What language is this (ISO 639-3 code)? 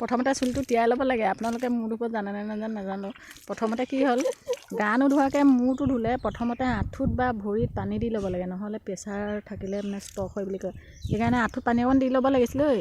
asm